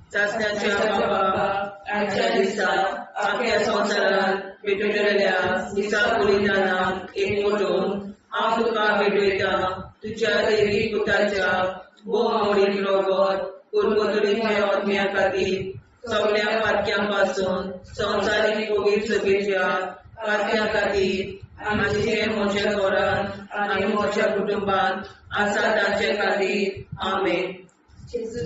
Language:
Konkani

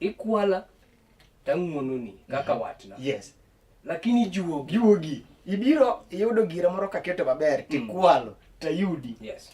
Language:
Luo (Kenya and Tanzania)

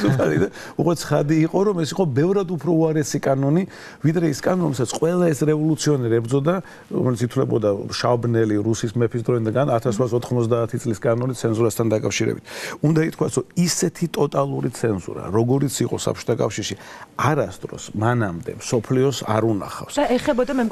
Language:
Georgian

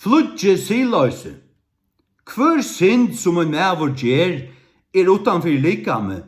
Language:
Faroese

